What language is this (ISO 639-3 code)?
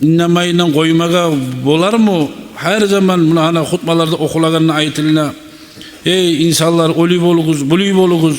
kum